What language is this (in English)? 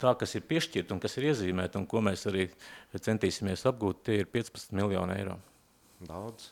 Latvian